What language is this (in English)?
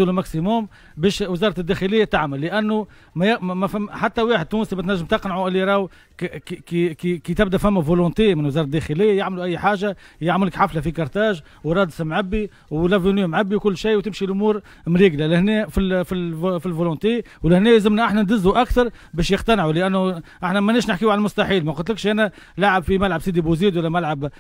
Tunisian Arabic